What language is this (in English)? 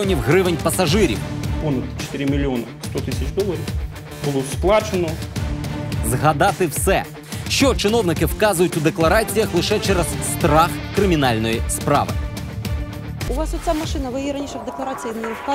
Ukrainian